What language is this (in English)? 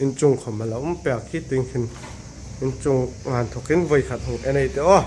Hmar